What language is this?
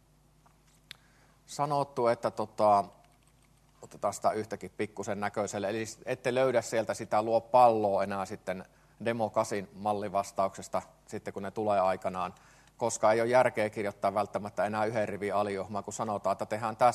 Finnish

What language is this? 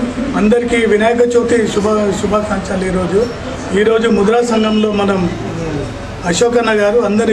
Telugu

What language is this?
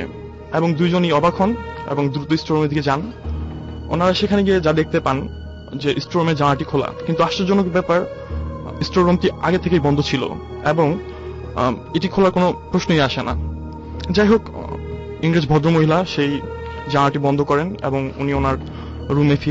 Bangla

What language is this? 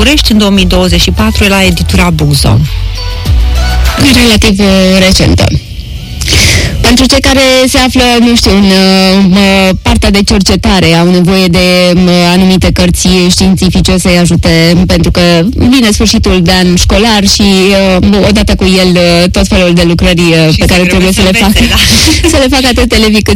Romanian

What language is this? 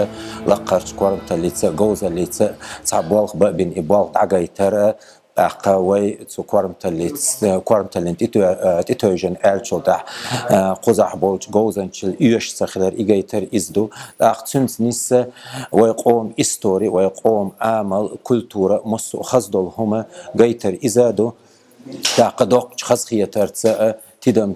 Chechen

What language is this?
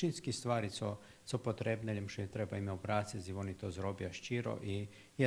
Rusyn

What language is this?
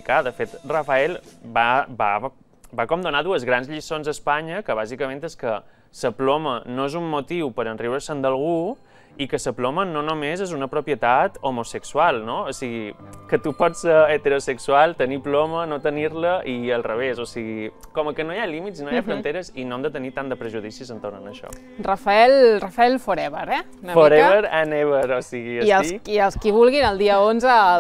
Catalan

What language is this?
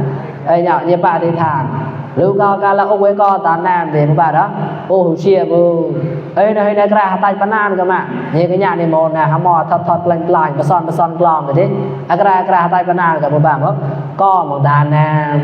Mon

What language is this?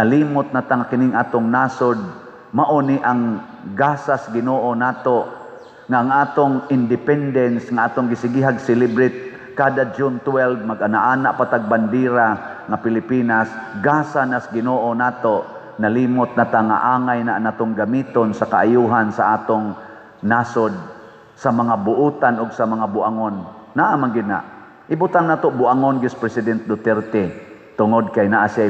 Cebuano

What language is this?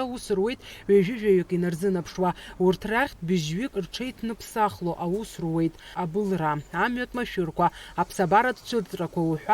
Abkhazian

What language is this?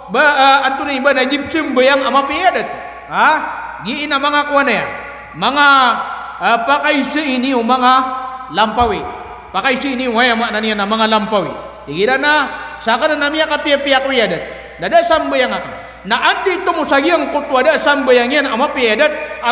Maranao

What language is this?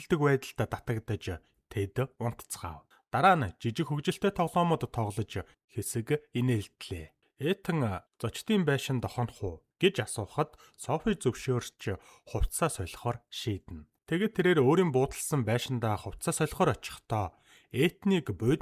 Mongolian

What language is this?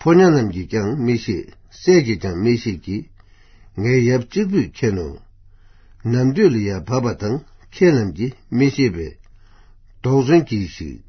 Tibetan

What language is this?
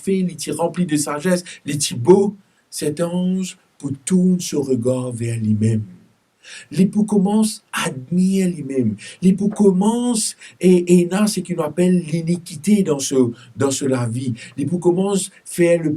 Morisyen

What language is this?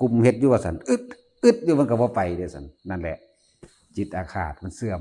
Northeastern Thai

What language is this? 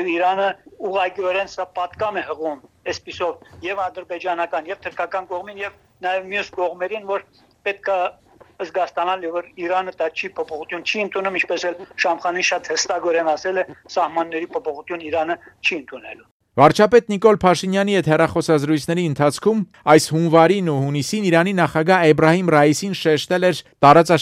Armenian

